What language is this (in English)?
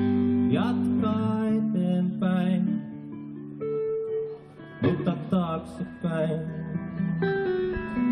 Finnish